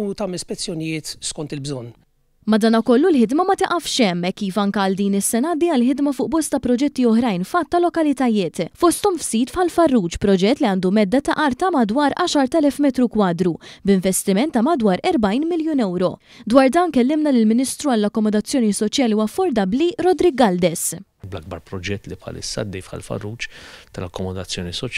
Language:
Maltese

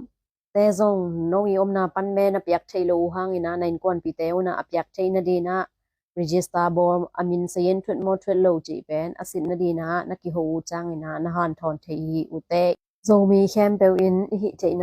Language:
Tedim Chin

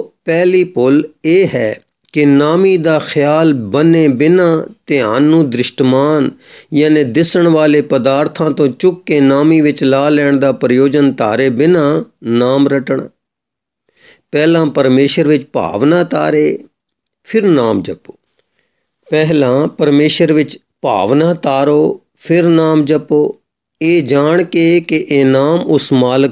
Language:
Punjabi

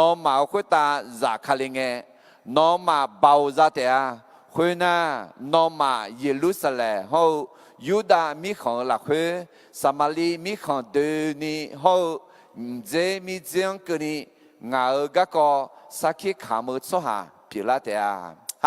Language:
Akha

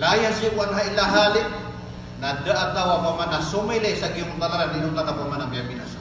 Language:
Maranao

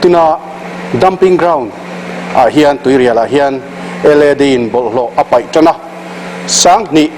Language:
Mizo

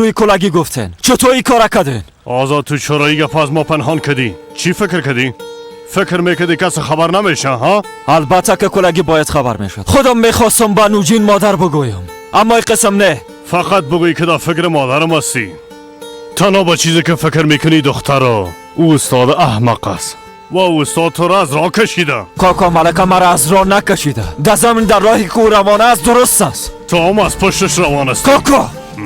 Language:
Persian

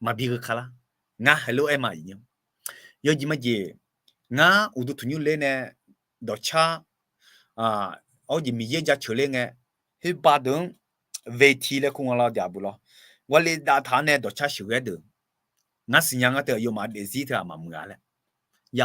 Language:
Akha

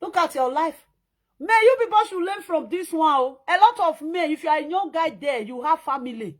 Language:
Nigerian Pidgin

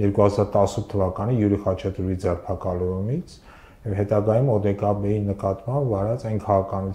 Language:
Armenian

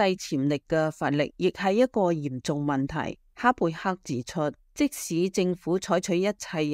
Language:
Cantonese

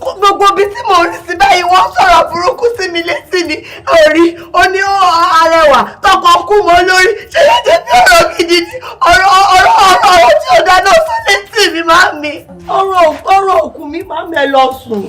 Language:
Yoruba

